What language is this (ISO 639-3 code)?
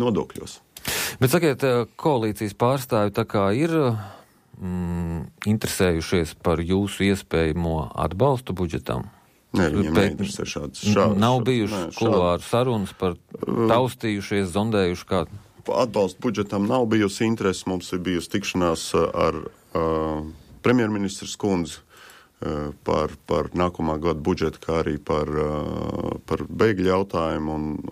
lav